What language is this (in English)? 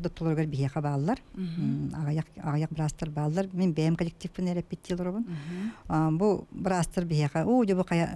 Yakut